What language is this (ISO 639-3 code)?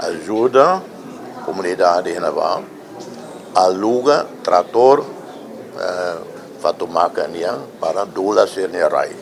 tet